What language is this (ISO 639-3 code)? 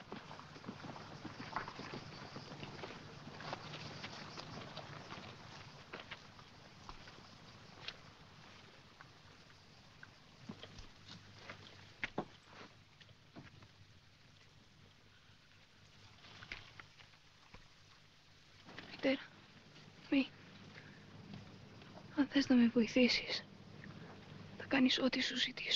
ell